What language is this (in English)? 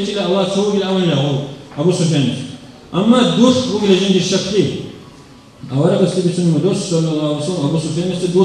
Avaric